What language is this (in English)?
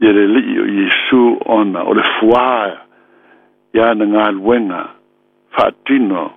Samoan